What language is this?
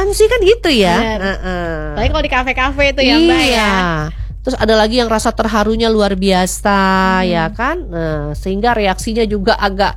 Indonesian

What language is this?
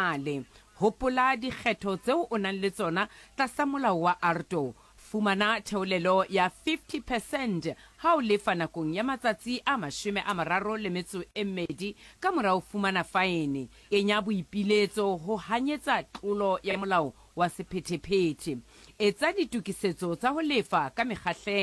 Southern Sotho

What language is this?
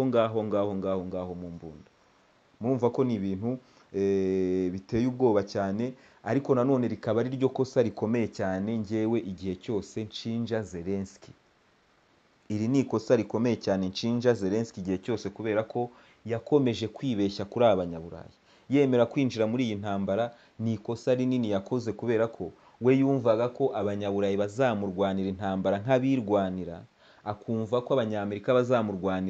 Kinyarwanda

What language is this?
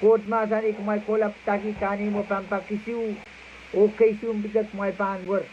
Pohnpeian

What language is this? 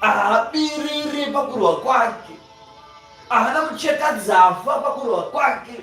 Shona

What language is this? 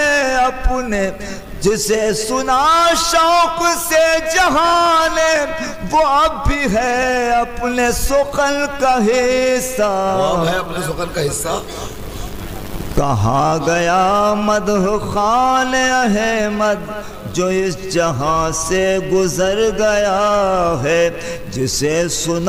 Urdu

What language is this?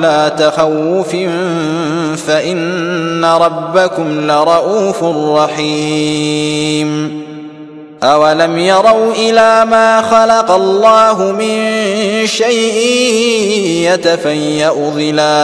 Arabic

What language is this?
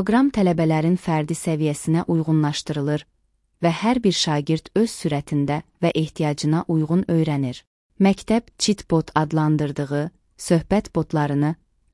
Azerbaijani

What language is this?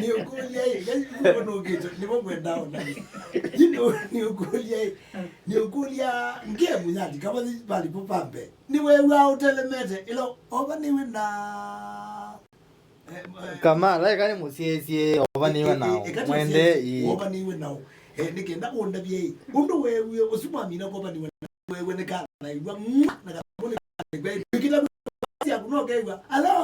Kamba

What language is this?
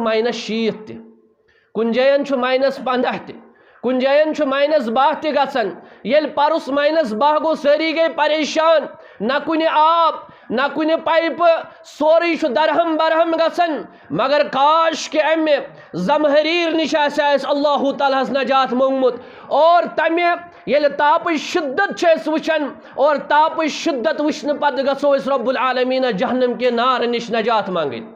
Kashmiri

